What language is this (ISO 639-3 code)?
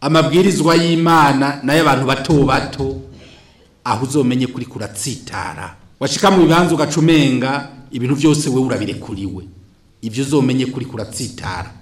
run